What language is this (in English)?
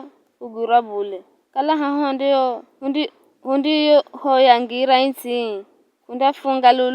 Giryama